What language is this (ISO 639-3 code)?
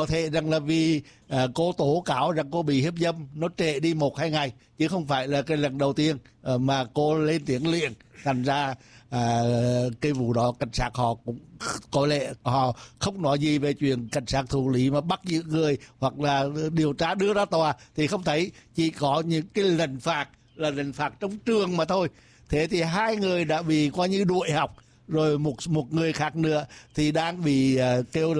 vie